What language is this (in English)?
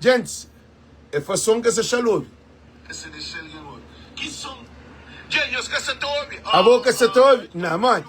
Kabuverdianu